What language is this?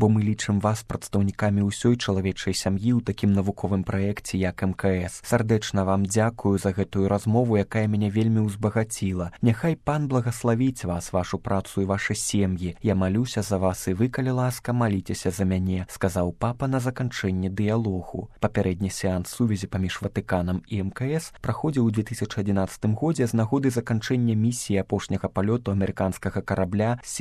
Belarusian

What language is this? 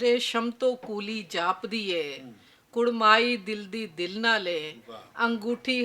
Western Panjabi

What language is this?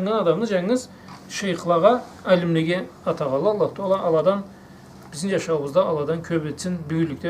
Karachay-Balkar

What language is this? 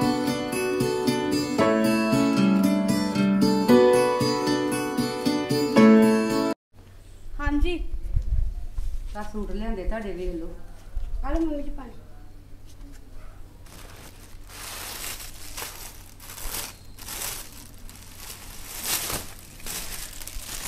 Punjabi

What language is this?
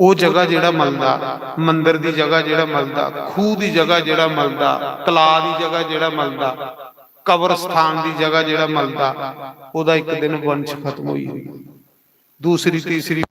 Dogri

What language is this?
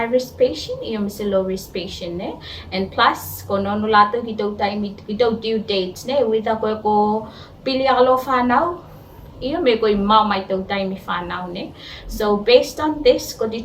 Tuvalu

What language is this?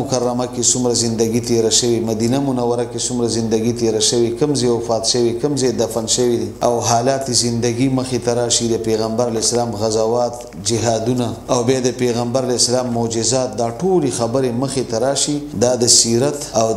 Pashto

